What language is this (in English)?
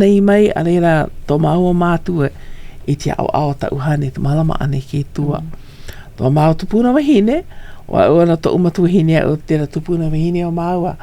Hawaiian